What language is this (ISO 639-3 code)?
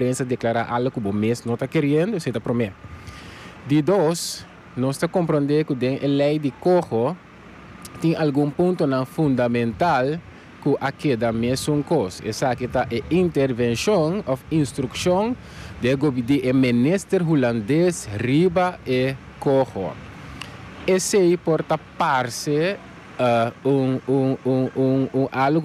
pap